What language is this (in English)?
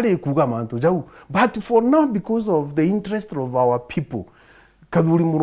Meru